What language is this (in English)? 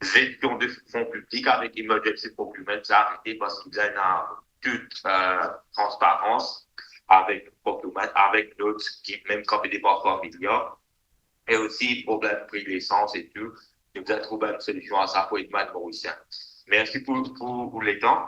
Morisyen